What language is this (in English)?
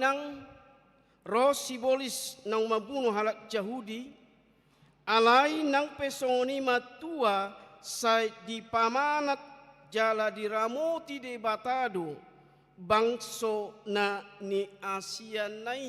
Batak Toba